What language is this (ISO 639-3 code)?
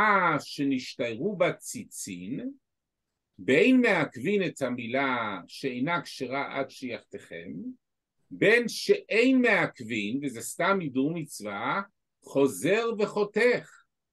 heb